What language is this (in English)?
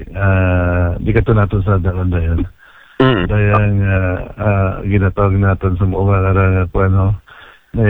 Aklanon